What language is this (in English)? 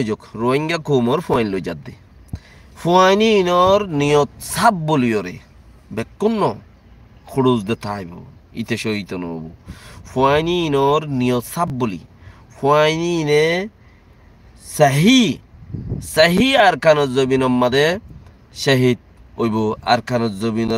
Rohingya